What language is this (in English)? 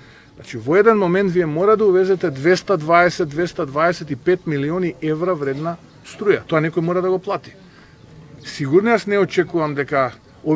Macedonian